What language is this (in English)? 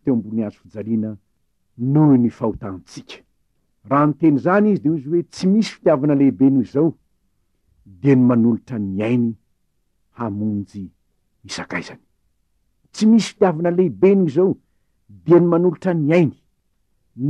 Malagasy